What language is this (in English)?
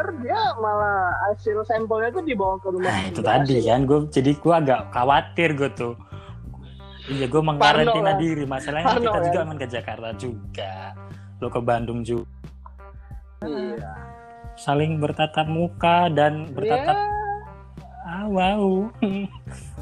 Indonesian